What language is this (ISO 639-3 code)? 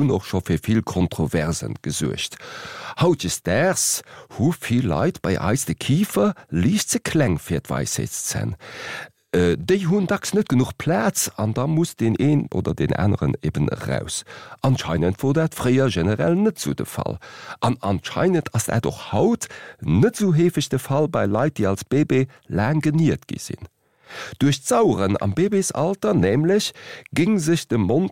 ltz